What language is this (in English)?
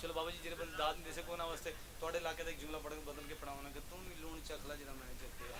Pahari-Potwari